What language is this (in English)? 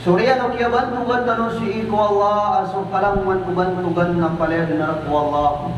Maranao